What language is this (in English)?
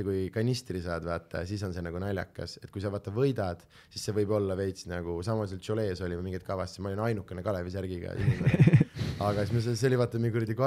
Estonian